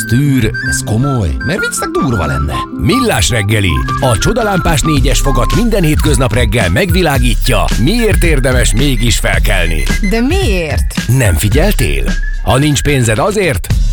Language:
Hungarian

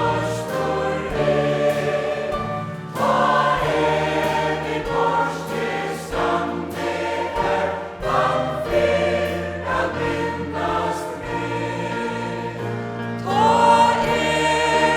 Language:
Faroese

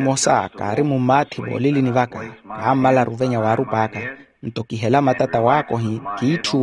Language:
Makhuwa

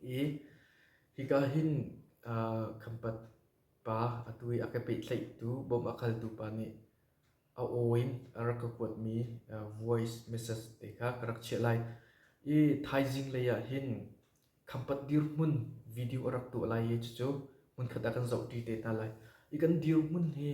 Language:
Hakha Chin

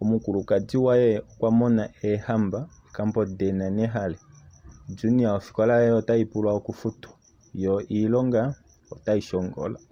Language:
Kuanyama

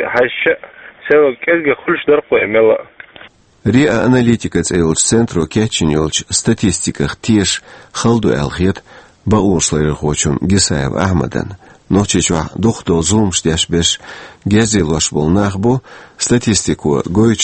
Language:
Chechen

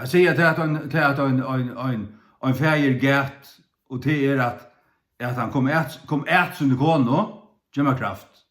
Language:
Faroese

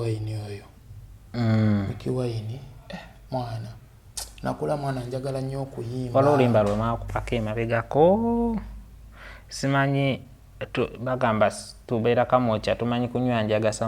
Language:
Ganda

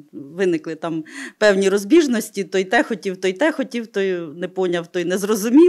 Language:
Ukrainian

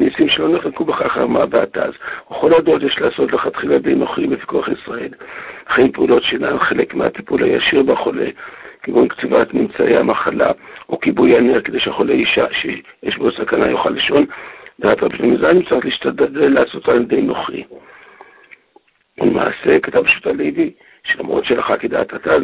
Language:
Hebrew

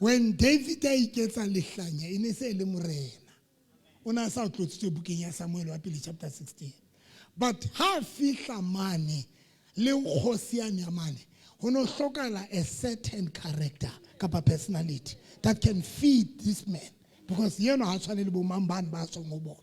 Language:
Southern Sotho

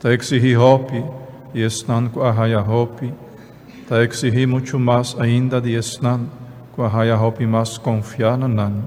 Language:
Papiamento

